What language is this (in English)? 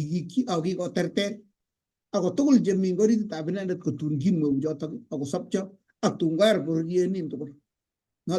Kalenjin